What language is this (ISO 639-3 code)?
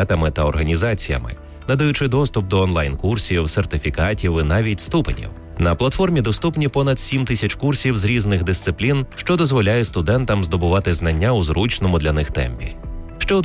ukr